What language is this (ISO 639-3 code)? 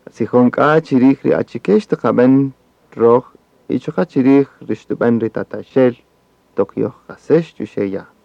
cak